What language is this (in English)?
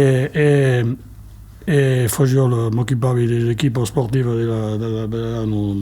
Occitan